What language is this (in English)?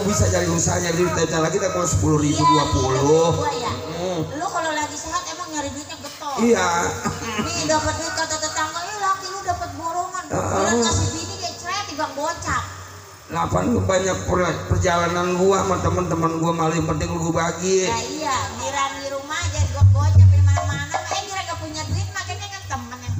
Betawi